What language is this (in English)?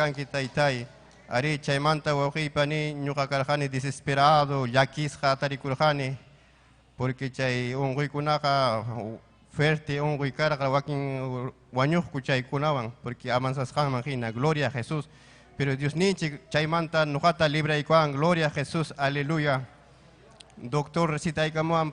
Ayacucho Quechua